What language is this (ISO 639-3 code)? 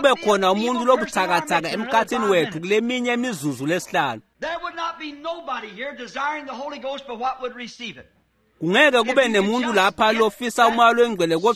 ssw